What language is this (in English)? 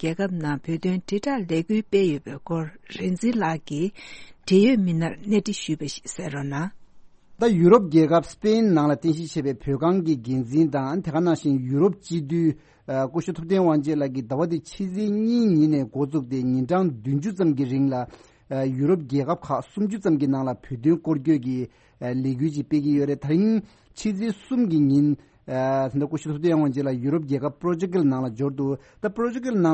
Tibetan